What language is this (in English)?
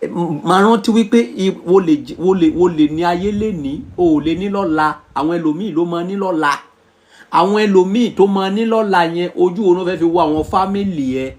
Yoruba